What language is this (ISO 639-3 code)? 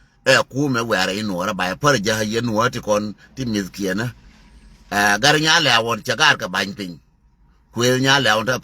nus